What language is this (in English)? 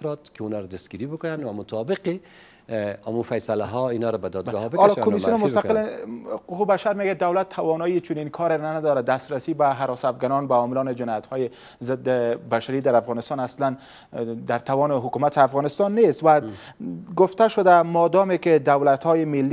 Persian